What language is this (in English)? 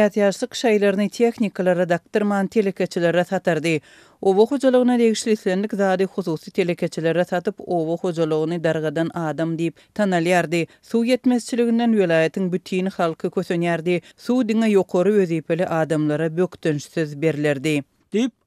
Turkmen